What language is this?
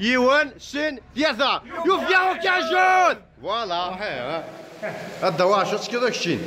Kabyle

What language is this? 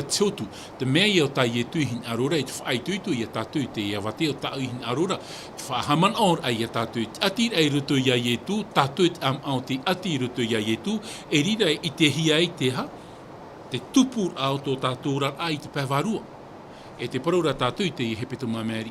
Tahitian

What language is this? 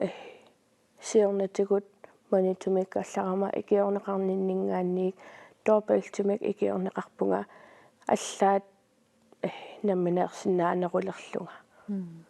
Kalaallisut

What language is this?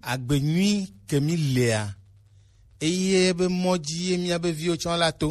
Gen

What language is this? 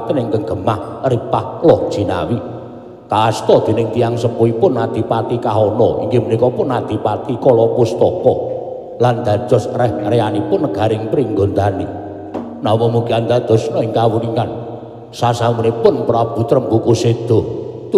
Javanese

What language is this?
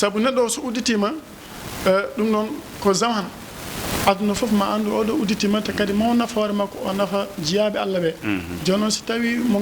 Fula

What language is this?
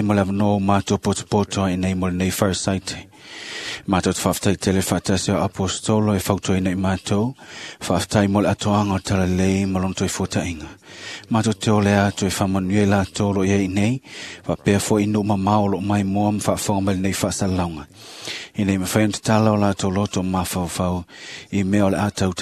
Samoan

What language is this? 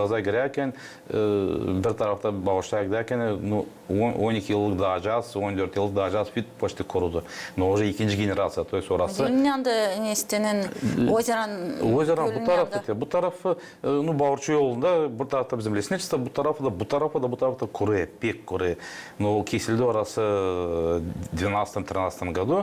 Gagauz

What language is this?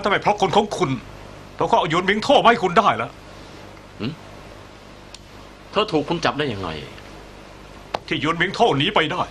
Thai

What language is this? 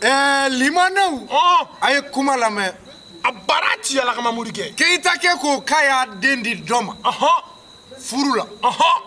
Bambara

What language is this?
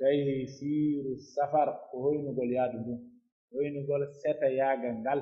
Pular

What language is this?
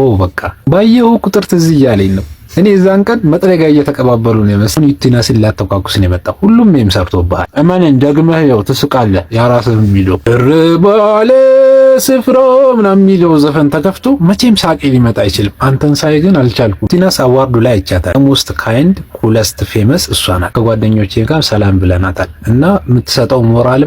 Amharic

